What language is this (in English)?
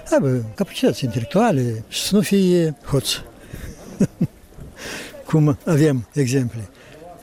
Romanian